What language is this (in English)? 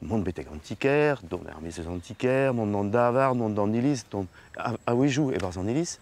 Breton